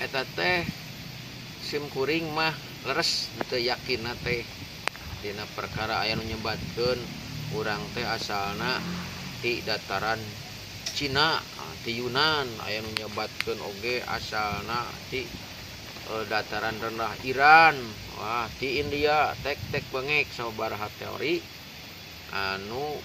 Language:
Sundanese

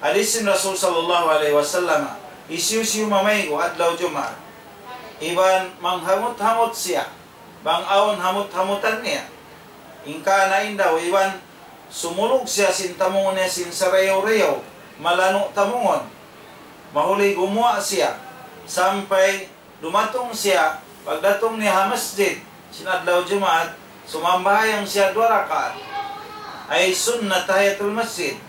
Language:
Tausug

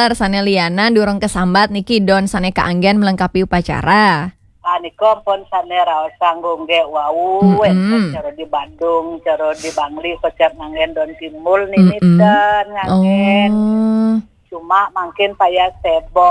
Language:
Balinese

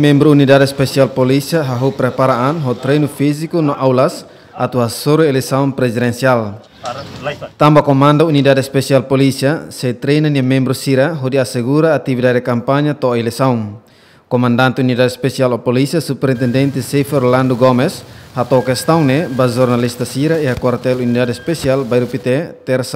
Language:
Tetum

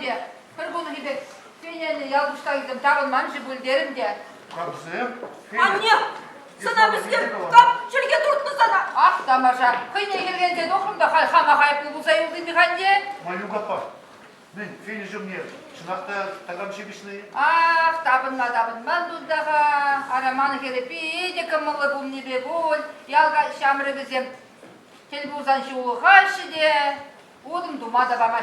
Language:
Chuvash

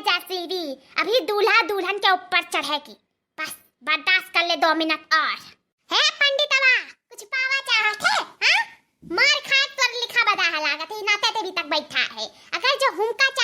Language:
Awadhi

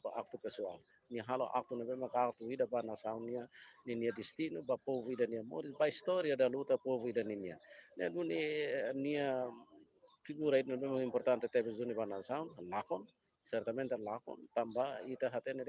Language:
Tetum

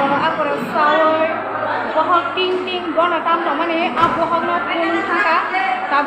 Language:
Kok Borok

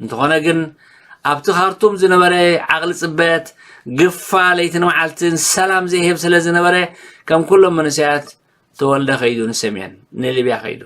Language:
Tigrinya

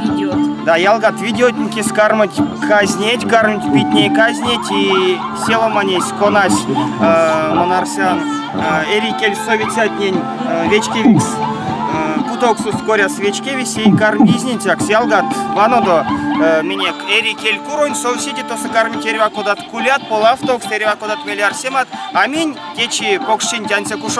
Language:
Erzya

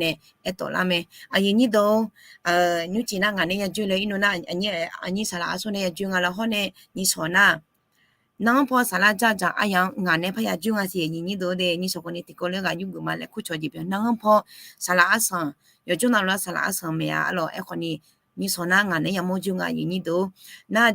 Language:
Akha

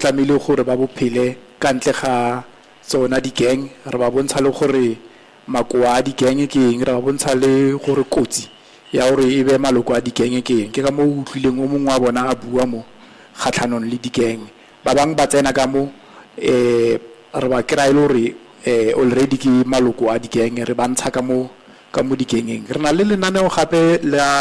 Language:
Tswana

